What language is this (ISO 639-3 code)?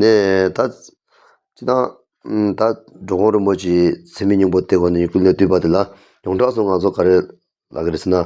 bod